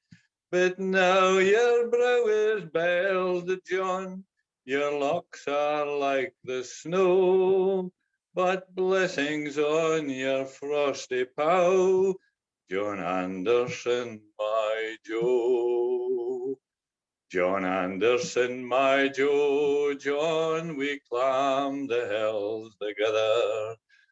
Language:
Scots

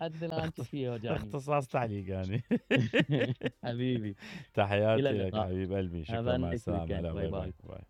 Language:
Mesopotamian Arabic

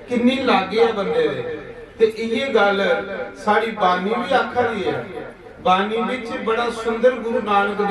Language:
Dogri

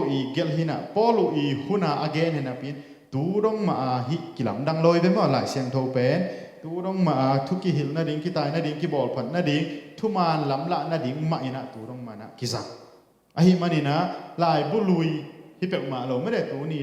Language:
Tedim Chin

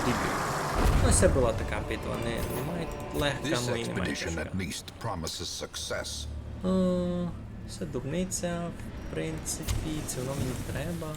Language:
Rusyn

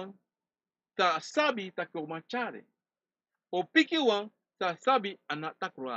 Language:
Sranan Tongo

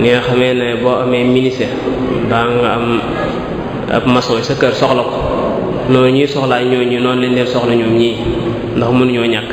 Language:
Wolof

